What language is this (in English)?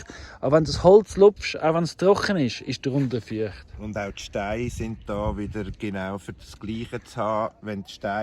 Swiss German